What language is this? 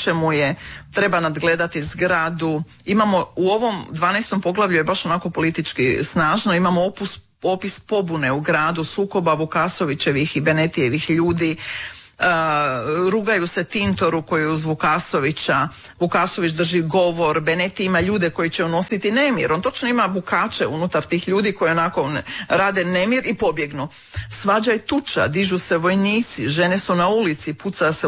Croatian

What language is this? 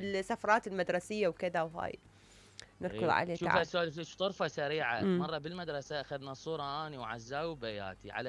Mesopotamian Arabic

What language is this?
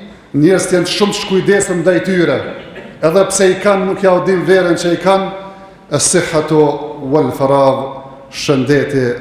Albanian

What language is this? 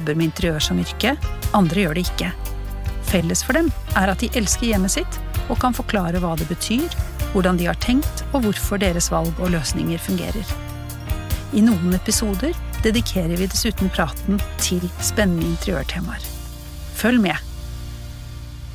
Norwegian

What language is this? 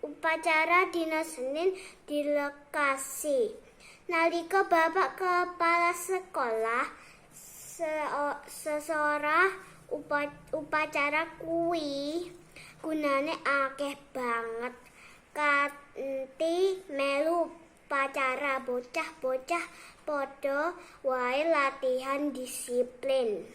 Javanese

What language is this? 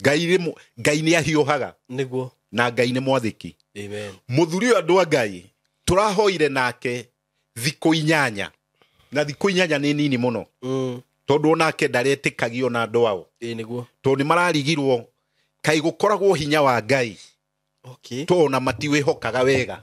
Kikuyu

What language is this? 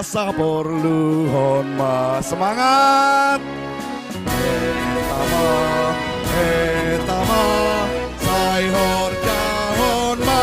Batak Simalungun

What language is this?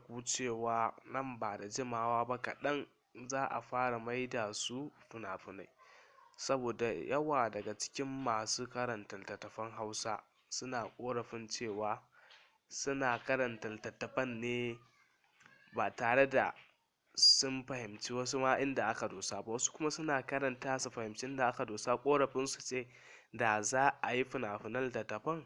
Hausa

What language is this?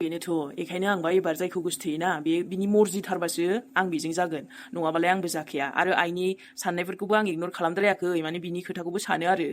Bodo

